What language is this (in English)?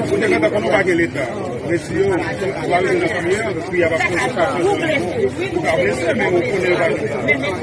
Haitian Creole